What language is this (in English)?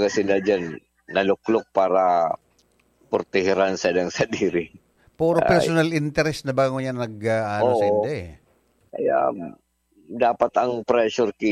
Bikol